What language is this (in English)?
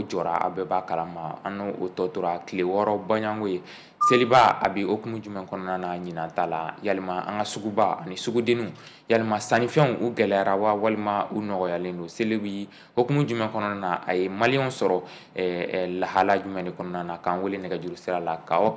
Bambara